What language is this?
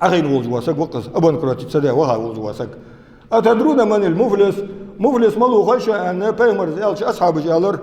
Ingush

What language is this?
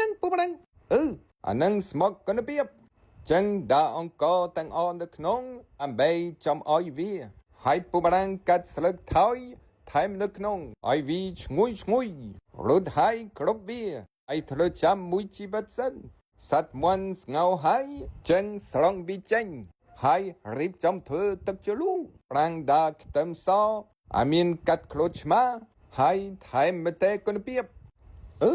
Khmer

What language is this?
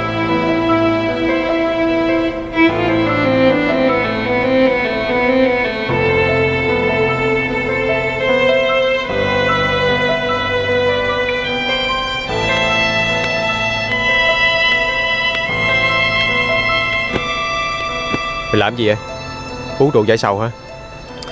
Vietnamese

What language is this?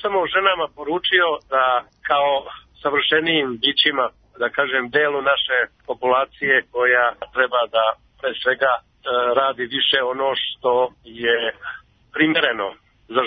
Serbian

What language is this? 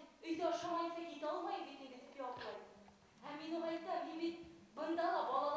Bashkir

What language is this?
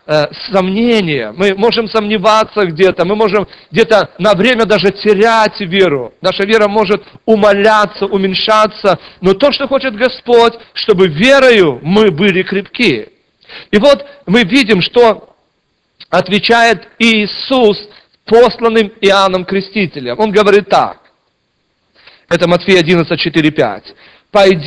Russian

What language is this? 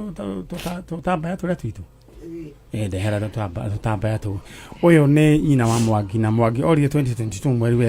Kikuyu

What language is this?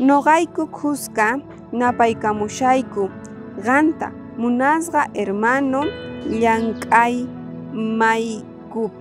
South Bolivian Quechua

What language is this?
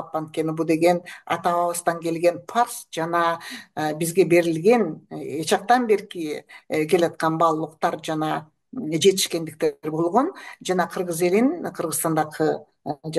Kyrgyz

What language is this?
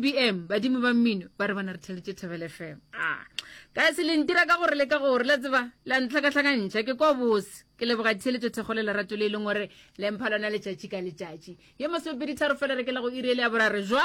Northern Sotho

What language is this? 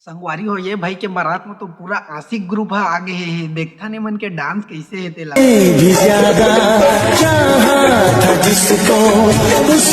Chhattisgarhi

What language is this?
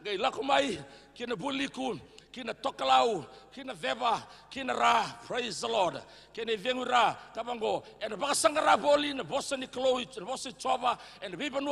Fijian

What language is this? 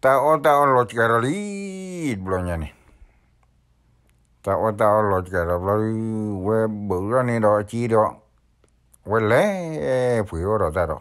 S'gaw Karen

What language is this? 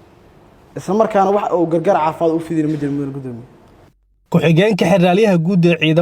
Somali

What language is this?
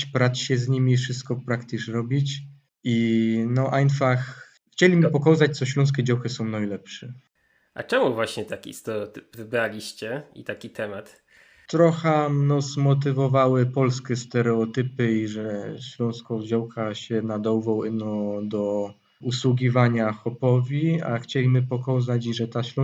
Silesian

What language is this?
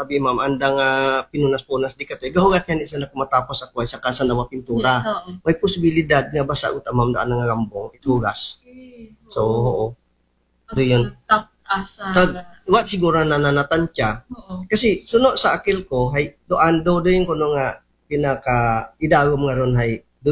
Aklanon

